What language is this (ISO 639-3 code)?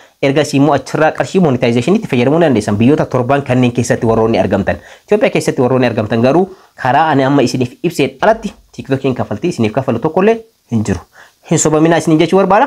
orm